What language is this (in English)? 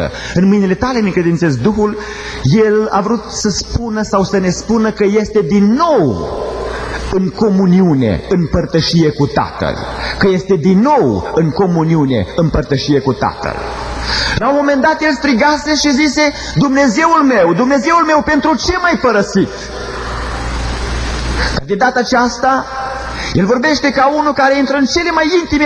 Romanian